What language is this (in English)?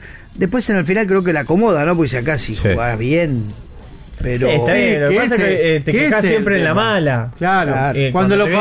Spanish